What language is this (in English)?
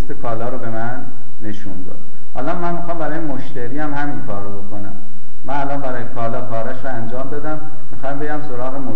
Persian